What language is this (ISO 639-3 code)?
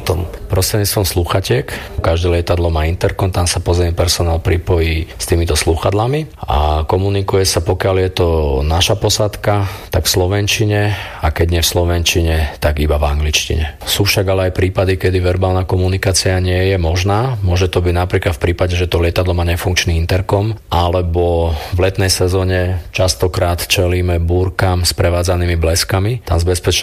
slk